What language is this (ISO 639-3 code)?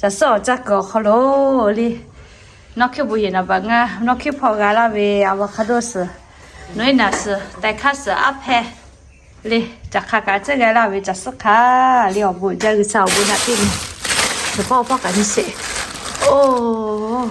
lhu